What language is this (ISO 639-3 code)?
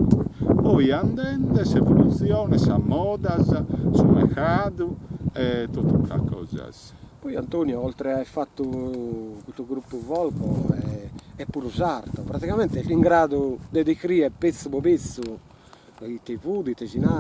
srd